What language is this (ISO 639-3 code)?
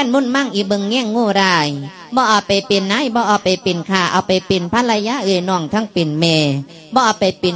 lao